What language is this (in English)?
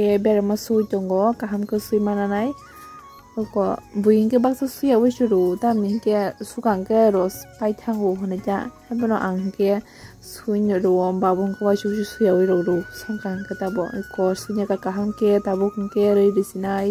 Kok Borok